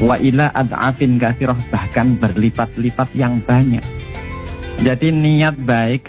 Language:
Indonesian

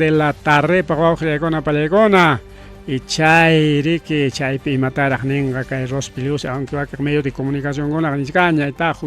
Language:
Ayacucho Quechua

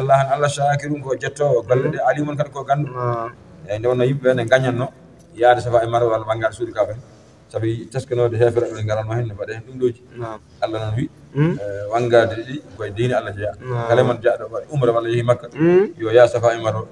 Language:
Fula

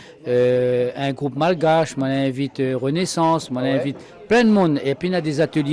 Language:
Réunion Creole French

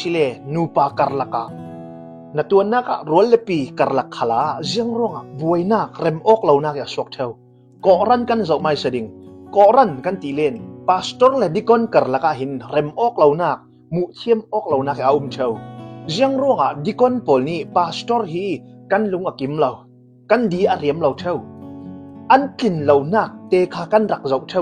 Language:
Hakha Chin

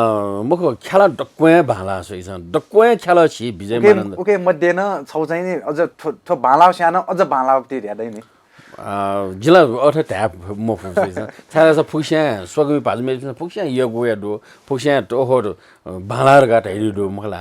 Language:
Newari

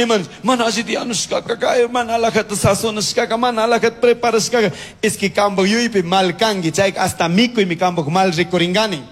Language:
Chimborazo Highland Quichua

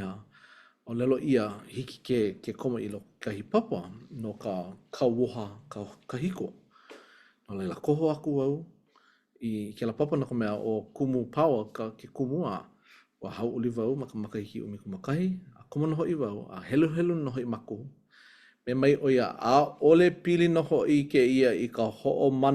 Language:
Hawaiian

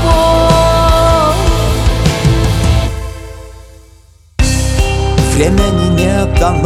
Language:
Russian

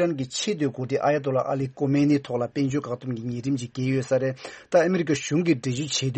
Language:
Tibetan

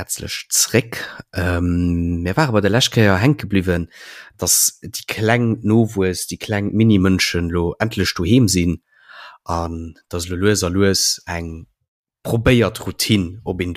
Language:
Luxembourgish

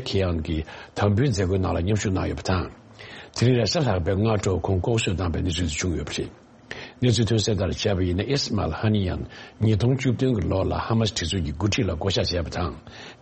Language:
Tibetan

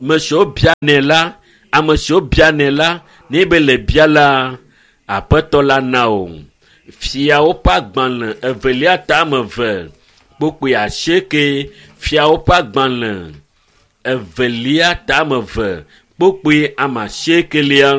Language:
Ewe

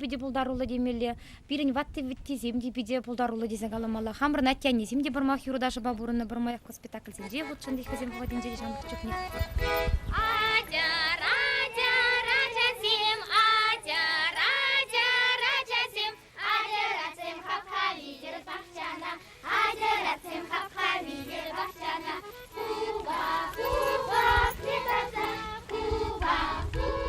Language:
Chuvash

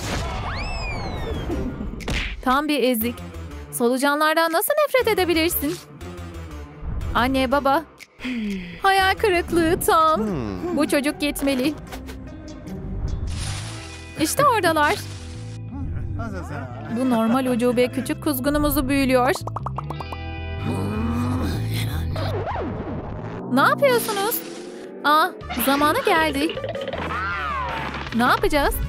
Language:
Turkish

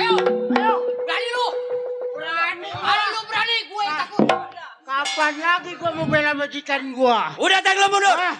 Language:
Betawi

